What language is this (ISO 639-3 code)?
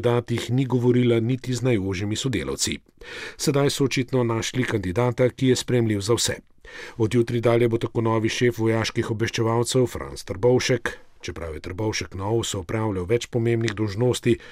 slv